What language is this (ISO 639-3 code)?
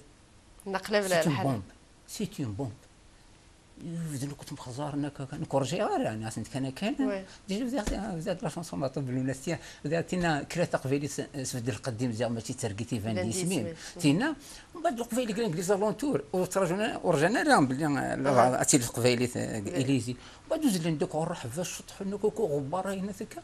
kab